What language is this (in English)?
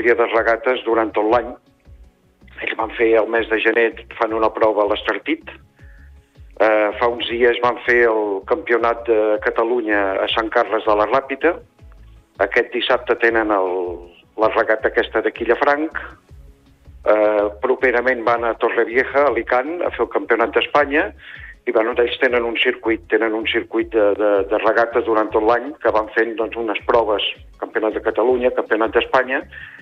Catalan